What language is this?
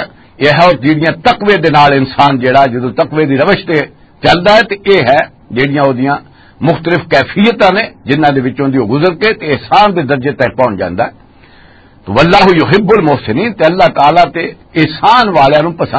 Western Panjabi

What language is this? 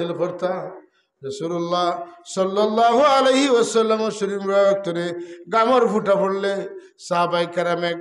Sylheti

